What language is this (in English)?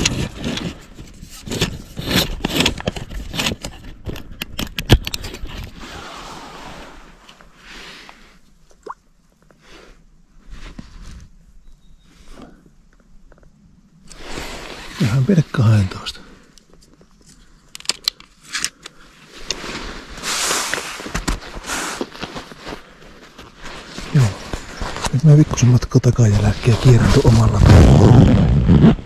Finnish